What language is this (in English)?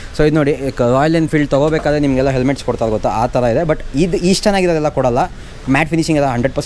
Kannada